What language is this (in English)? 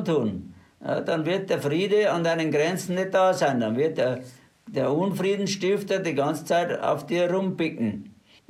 German